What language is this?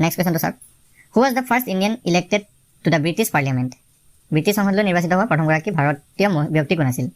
Assamese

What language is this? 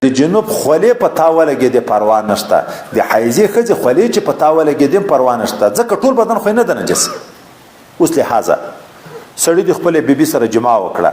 Pashto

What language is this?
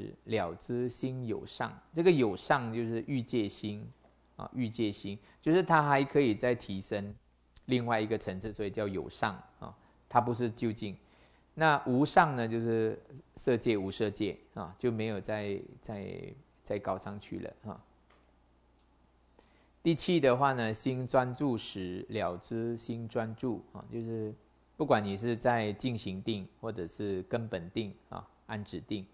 Chinese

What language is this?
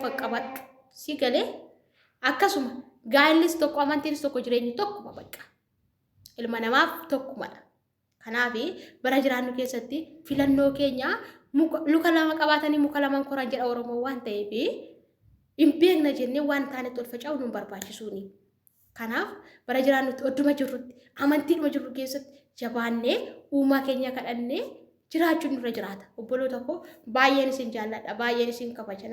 Oromo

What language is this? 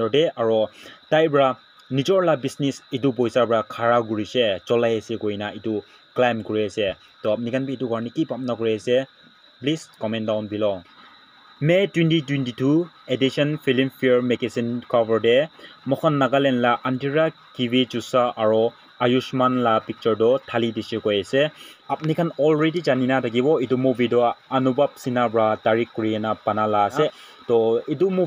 Naga Pidgin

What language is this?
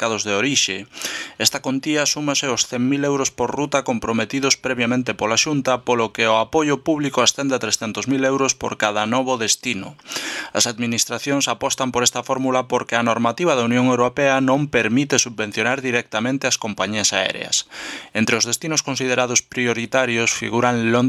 Galician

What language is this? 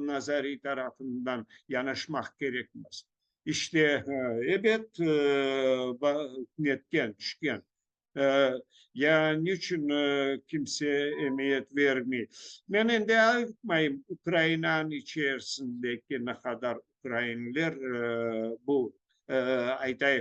Crimean Tatar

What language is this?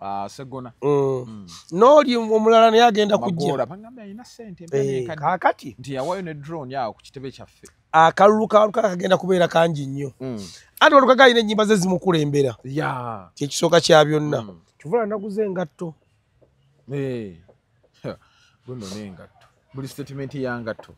Ganda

